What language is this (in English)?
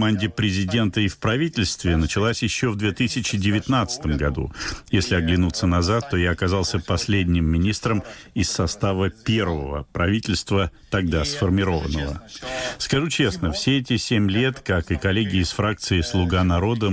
Russian